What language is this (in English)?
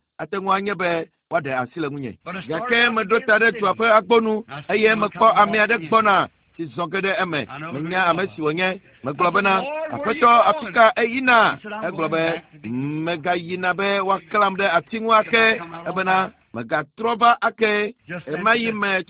Ewe